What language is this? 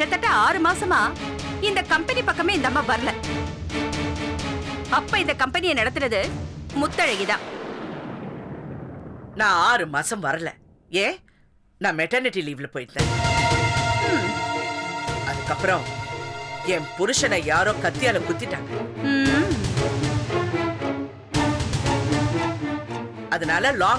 Tamil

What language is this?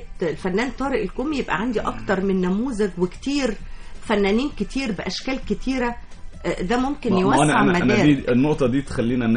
Egyptian Arabic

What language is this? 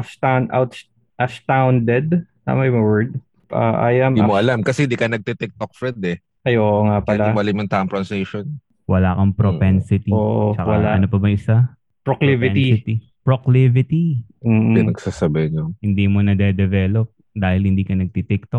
Filipino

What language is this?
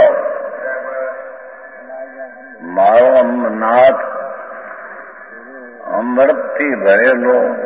Gujarati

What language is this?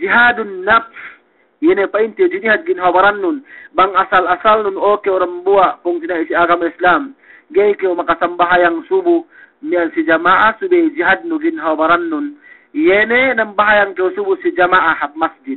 Yakan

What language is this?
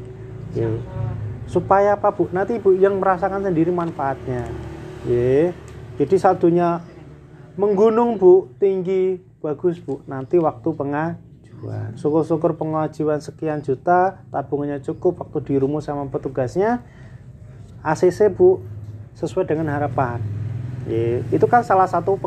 Indonesian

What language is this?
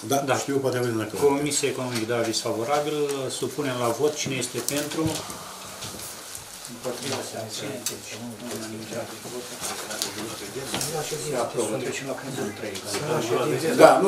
Romanian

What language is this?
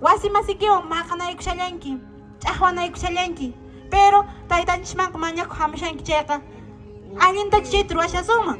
Quechua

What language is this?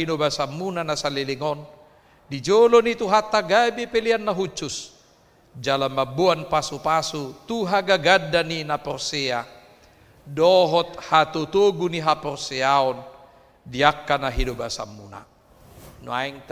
Batak Toba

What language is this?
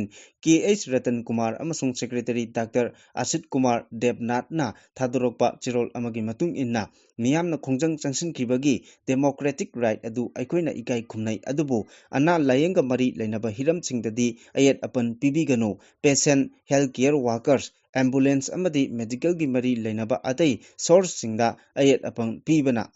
Manipuri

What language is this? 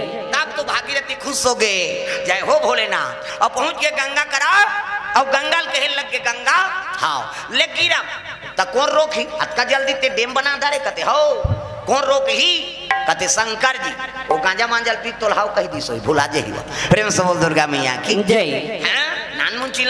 Chhattisgarhi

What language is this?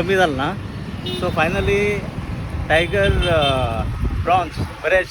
Konkani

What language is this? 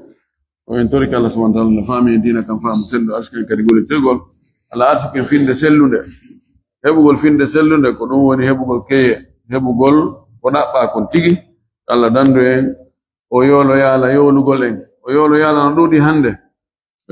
Fula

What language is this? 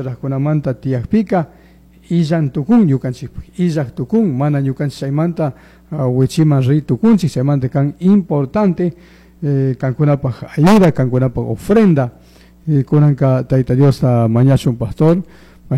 Chimborazo Highland Quichua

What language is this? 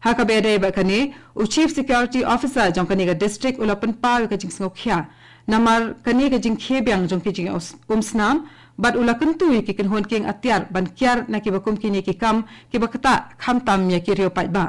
Khasi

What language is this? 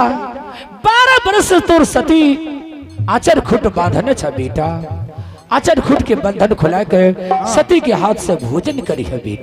Angika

